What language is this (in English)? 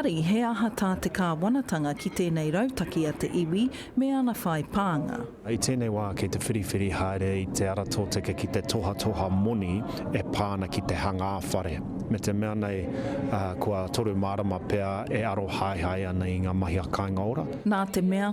Māori